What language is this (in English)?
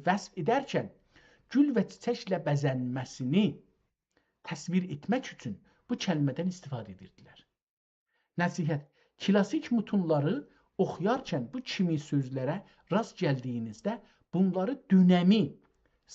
South Azerbaijani